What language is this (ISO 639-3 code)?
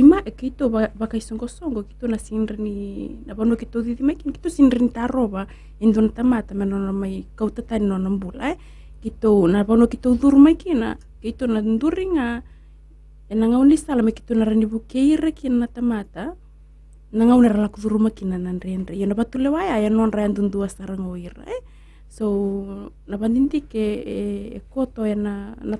fij